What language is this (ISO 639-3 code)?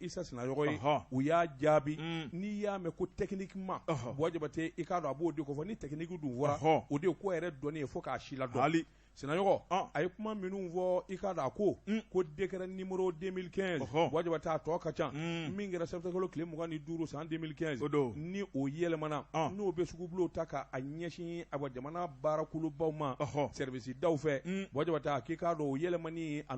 bam